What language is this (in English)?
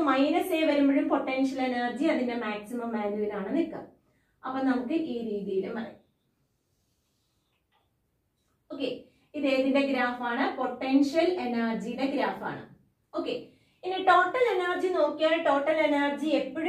Malayalam